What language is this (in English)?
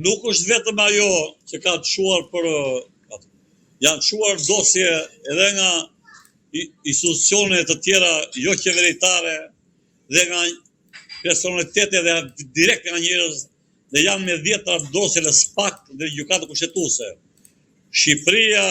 Albanian